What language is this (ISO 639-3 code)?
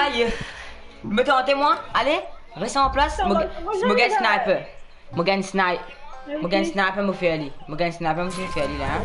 mfe